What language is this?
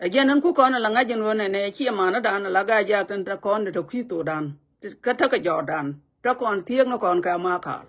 Nuer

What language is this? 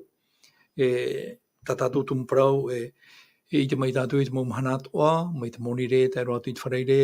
Tahitian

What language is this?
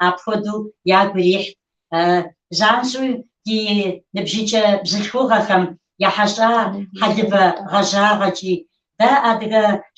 Kabardian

